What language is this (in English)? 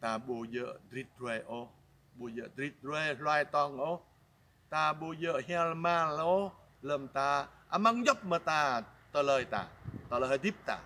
Jarai